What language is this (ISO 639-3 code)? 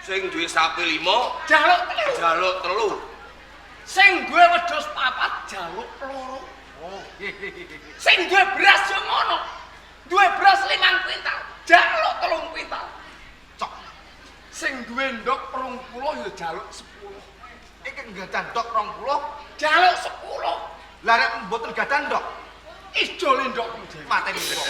jav